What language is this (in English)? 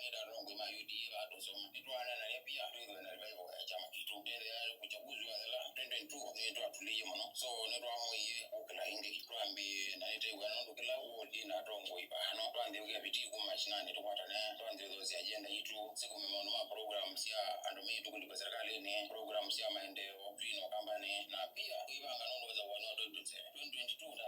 Kamba